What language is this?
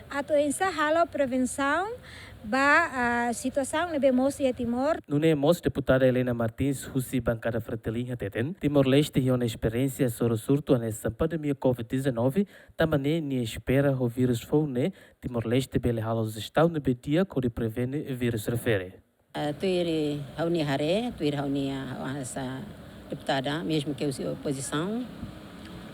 Tetum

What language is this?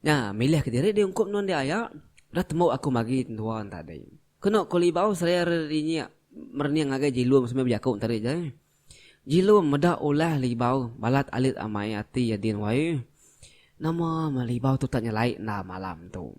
Iban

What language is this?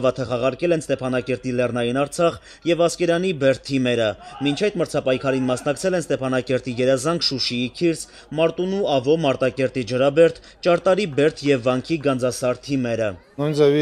Armenian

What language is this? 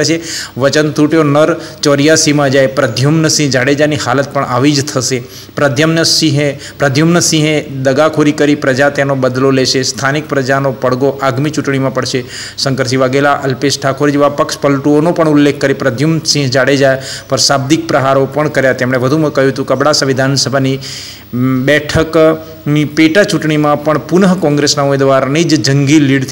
Gujarati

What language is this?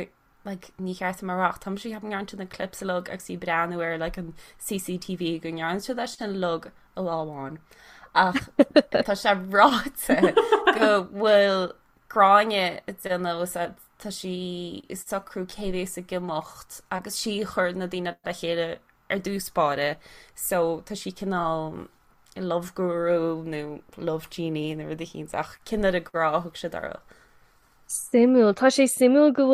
Irish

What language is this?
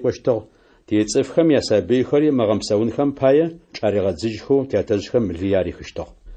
Adyghe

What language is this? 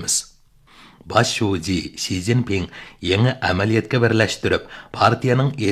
Uyghur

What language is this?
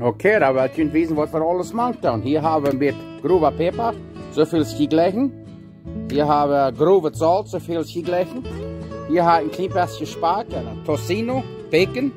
Plautdietsch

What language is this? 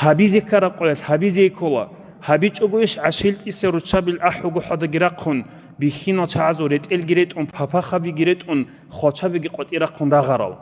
Avaric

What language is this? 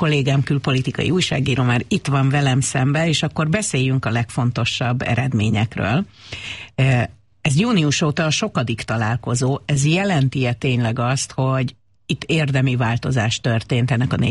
Hungarian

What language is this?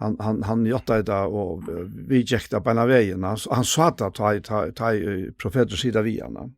Faroese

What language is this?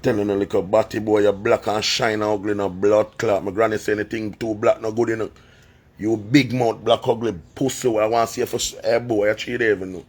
Jamaican Creole English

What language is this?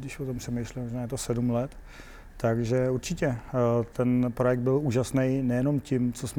Czech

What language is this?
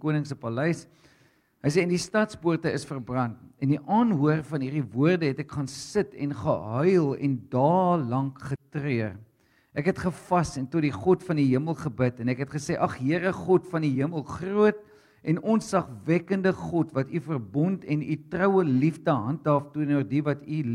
Afrikaans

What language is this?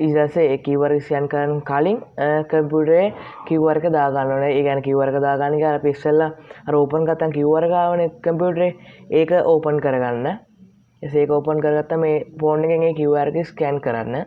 Sinhala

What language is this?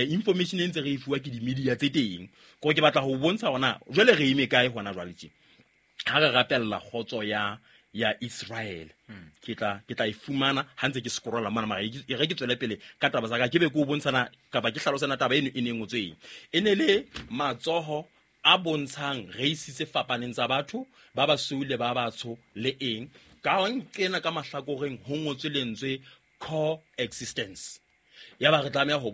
Southern Sotho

